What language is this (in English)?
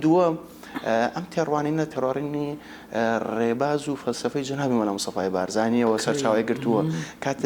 Central Kurdish